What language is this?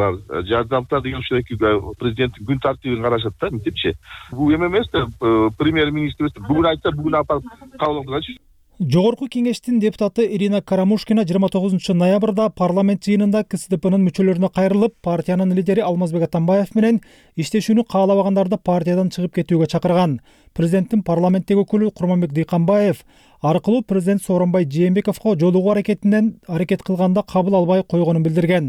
Kyrgyz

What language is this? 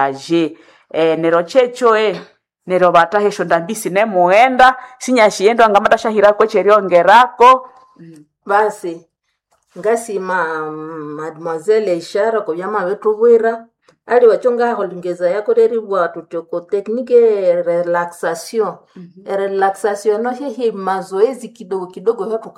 Nande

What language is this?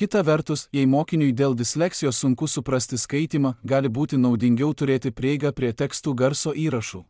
Lithuanian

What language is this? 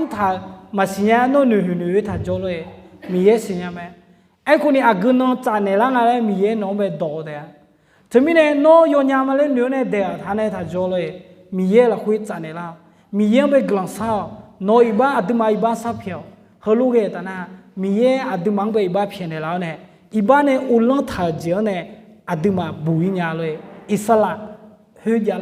Akha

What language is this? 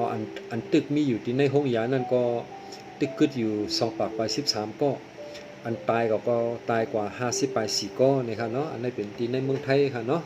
Shan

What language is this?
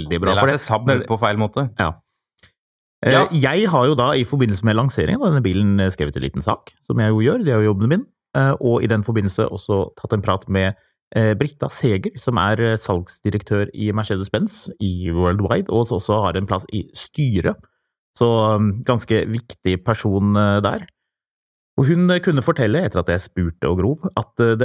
Norwegian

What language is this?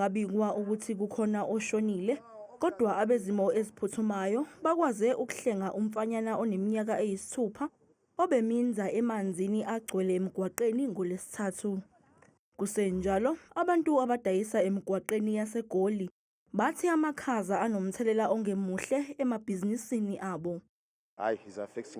Zulu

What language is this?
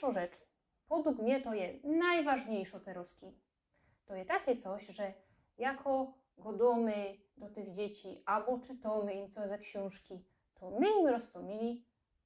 Silesian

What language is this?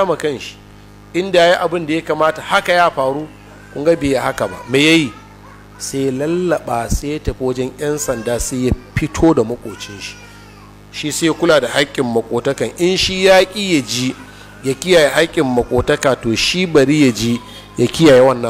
Hausa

